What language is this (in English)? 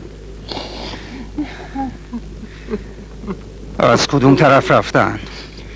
Persian